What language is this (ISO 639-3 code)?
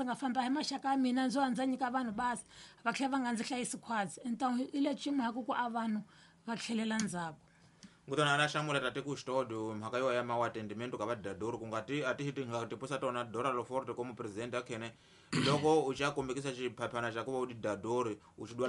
tso